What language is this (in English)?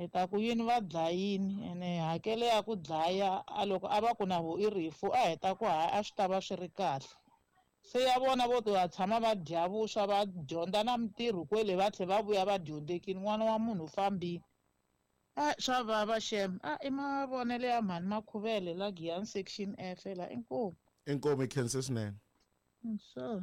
Tsonga